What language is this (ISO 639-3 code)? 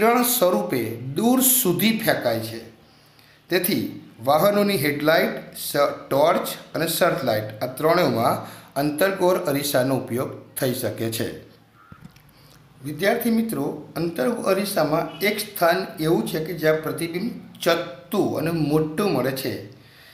guj